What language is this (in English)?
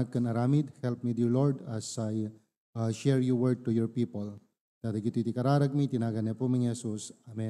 Iloko